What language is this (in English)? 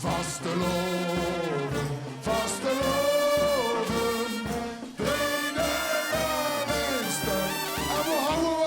Limburgish